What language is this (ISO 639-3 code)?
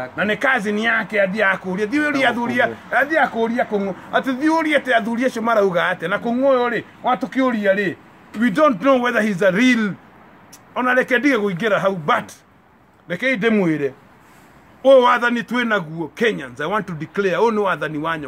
kik